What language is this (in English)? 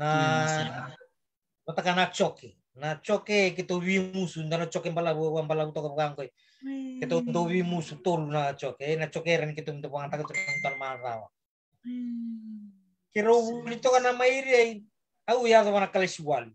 Fijian